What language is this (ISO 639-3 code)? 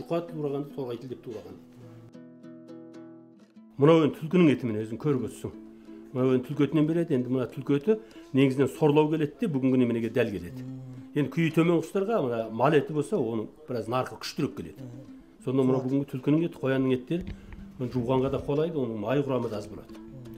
kaz